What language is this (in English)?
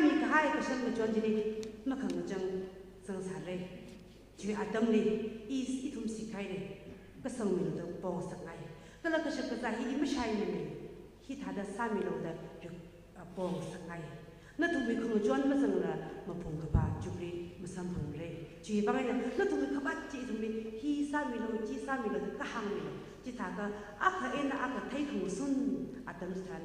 Tangkhul Naga (India)